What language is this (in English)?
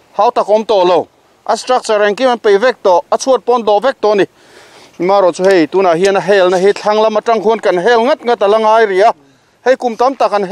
Mizo